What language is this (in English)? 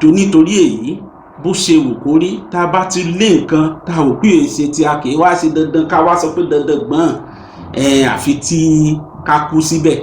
Yoruba